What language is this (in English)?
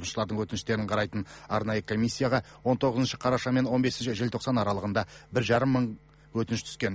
Kazakh